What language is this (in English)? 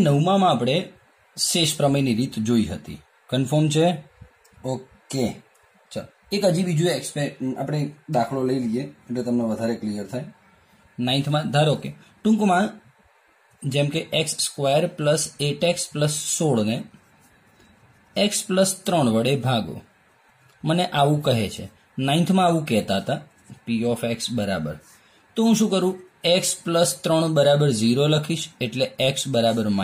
Gujarati